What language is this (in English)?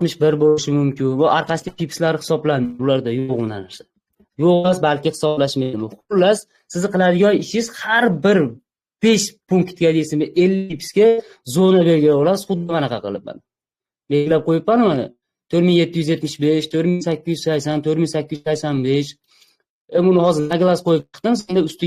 Uzbek